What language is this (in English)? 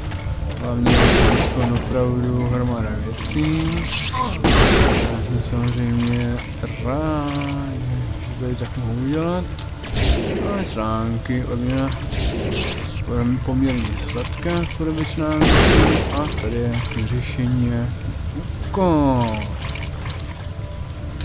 Czech